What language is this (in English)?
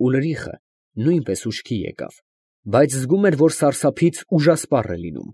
Armenian